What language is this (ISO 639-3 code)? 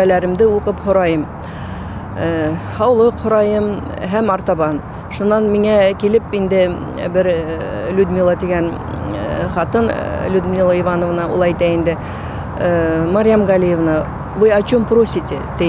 bak